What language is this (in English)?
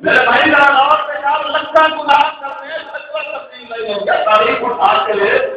Saraiki